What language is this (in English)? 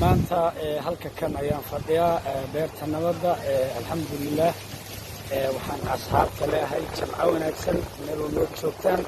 Somali